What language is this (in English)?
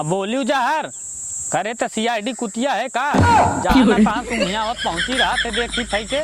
Awadhi